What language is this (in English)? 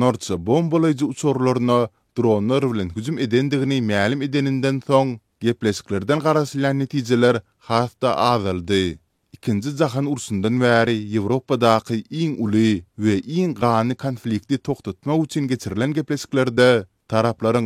Turkmen